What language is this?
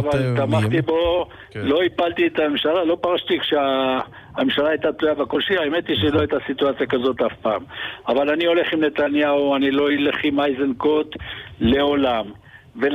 Hebrew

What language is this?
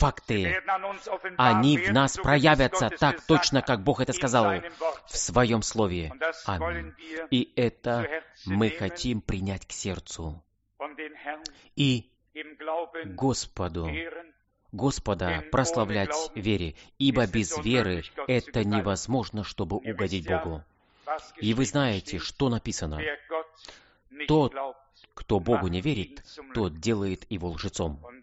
Russian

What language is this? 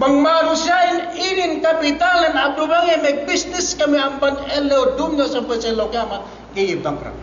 Yakan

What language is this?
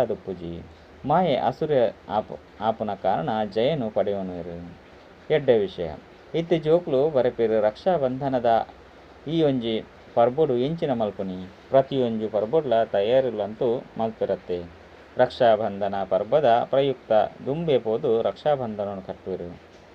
Tulu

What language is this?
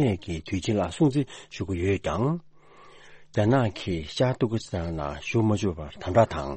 Tibetan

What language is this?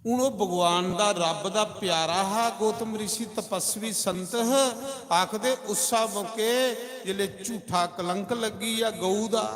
Dogri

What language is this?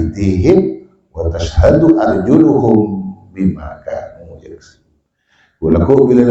Madurese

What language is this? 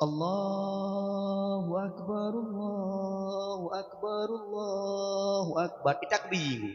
Achinese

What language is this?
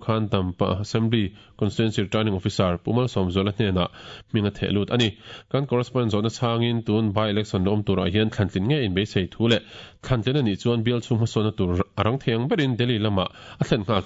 Mizo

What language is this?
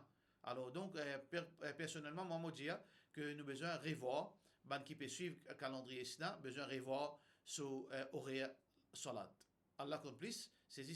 Morisyen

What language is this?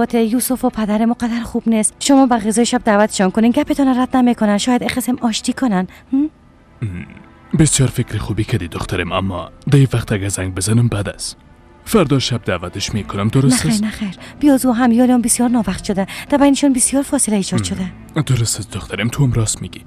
Persian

